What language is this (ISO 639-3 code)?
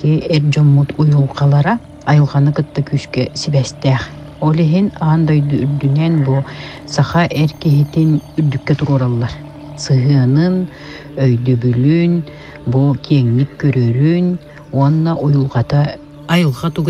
sah